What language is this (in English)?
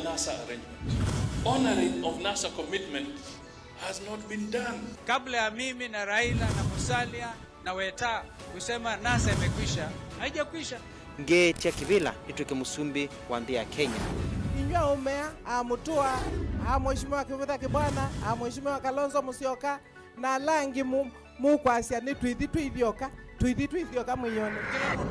Kamba